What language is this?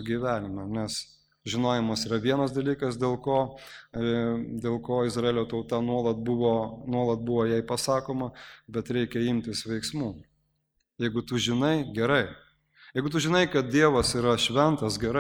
Lithuanian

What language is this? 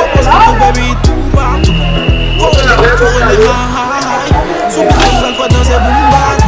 Haitian Creole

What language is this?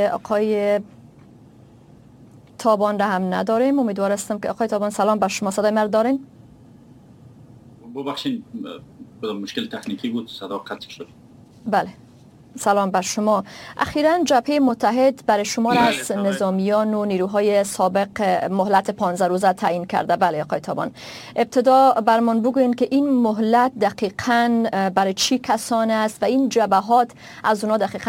Persian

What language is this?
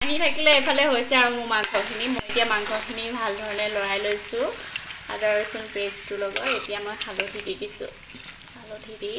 Assamese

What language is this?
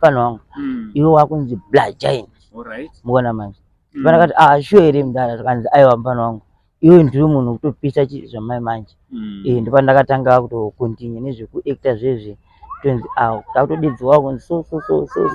Shona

